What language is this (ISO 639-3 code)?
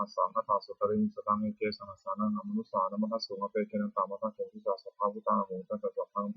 pli